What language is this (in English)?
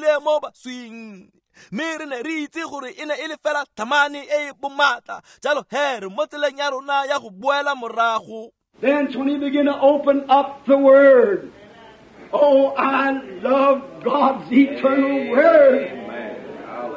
Tswana